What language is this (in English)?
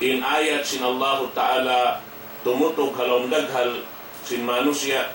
Tausug